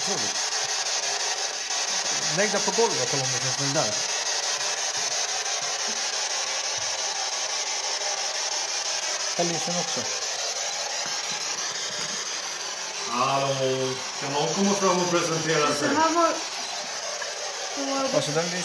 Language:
Swedish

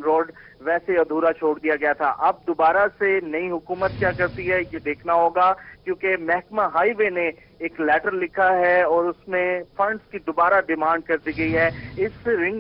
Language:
Urdu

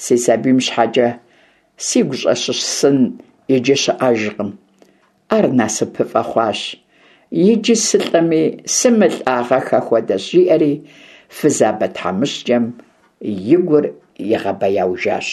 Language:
Kabardian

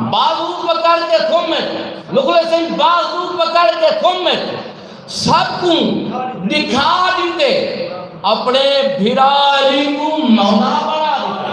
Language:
Saraiki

